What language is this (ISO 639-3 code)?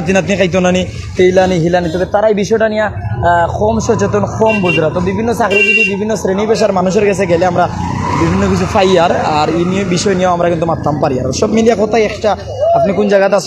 syl